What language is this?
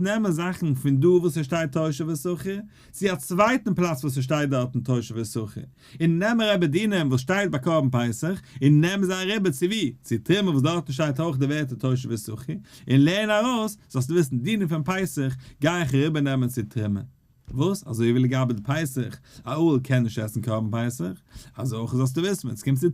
Yiddish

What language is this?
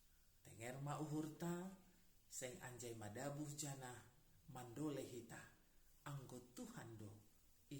Batak Simalungun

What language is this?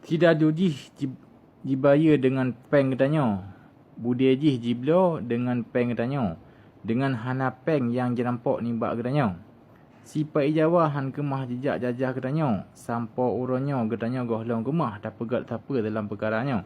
Achinese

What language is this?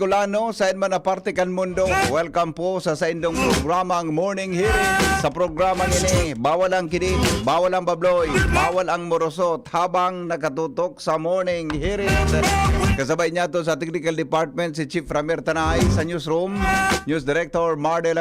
Bikol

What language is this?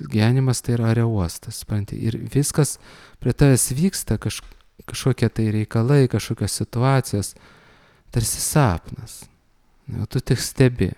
Lithuanian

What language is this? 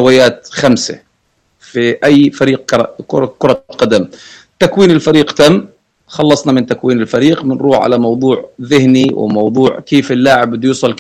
North Levantine Arabic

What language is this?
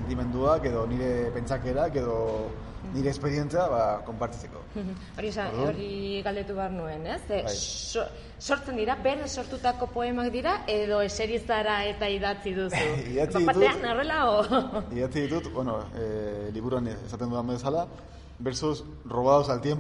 Basque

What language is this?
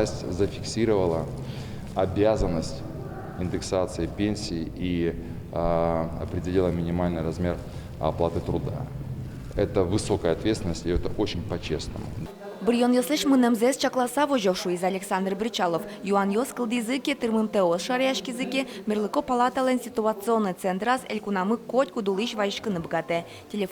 Udmurt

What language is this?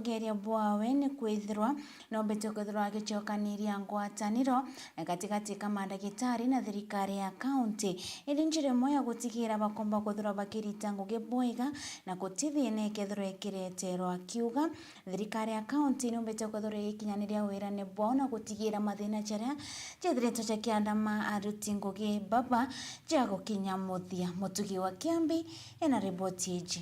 Meru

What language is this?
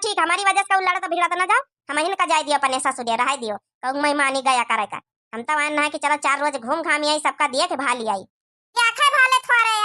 Awadhi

